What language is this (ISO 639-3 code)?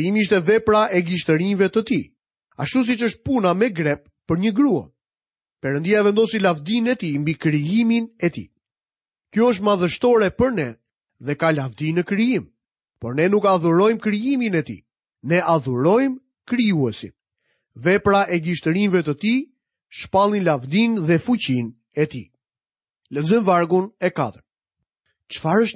sqi